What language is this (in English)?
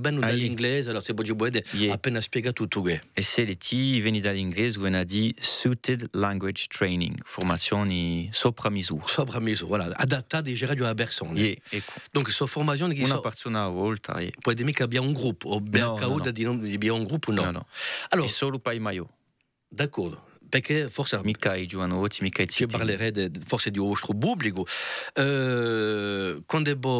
Corsican